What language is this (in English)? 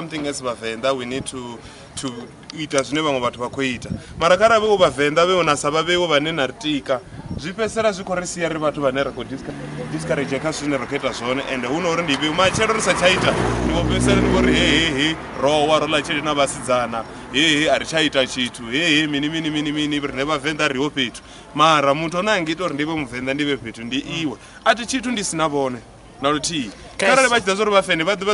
Venda